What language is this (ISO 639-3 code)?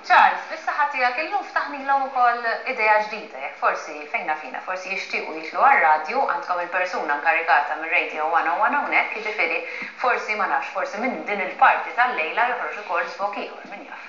mlt